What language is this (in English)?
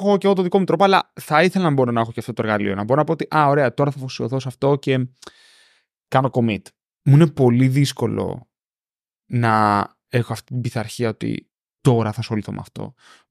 Greek